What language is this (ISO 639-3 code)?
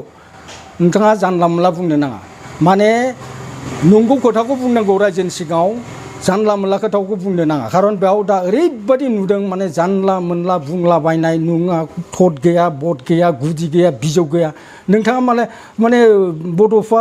brx